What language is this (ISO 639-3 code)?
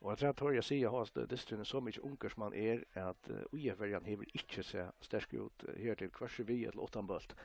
fao